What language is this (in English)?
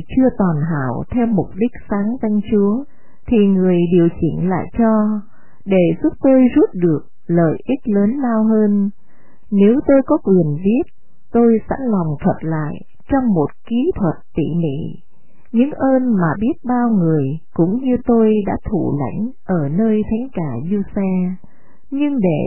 Vietnamese